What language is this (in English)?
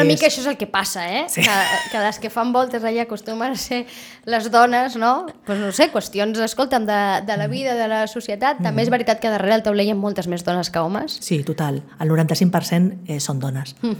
Catalan